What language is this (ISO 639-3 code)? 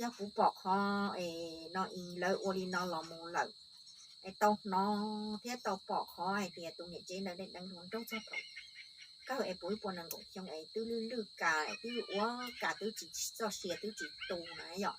hmn